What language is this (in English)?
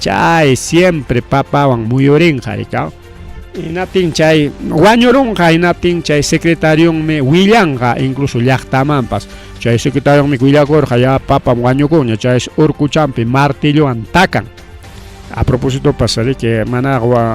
Ayacucho Quechua